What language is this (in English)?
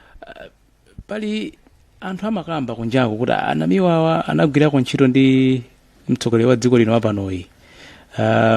Nyanja